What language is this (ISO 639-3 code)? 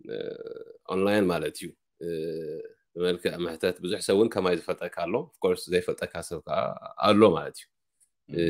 tir